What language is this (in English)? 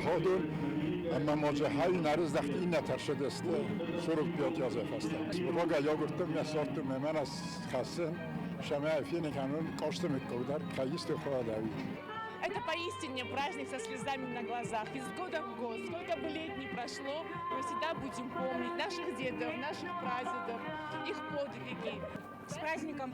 Ossetic